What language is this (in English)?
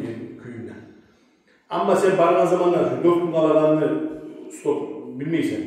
Kumyk